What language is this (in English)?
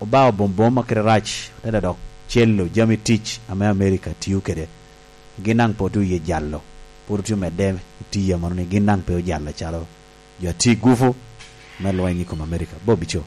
Lango (Uganda)